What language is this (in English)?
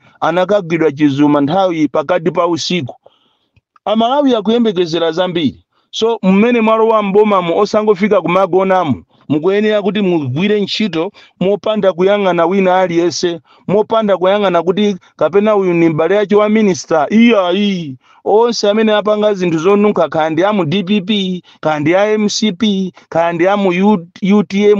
Nyanja